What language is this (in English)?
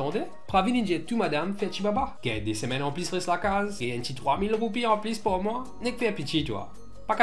Morisyen